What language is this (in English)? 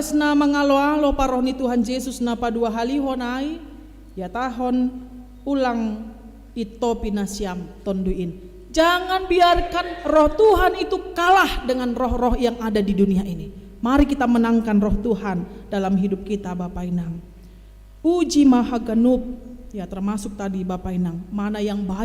Batak Simalungun